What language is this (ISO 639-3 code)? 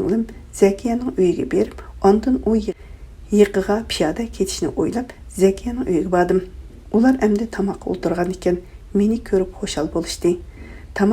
uig